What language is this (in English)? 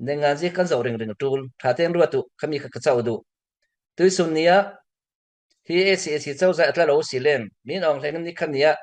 Falam Chin